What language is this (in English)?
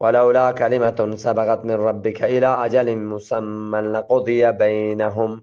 Eastern Balochi